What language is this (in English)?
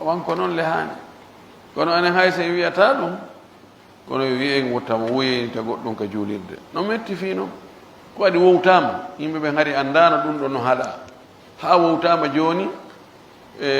Pular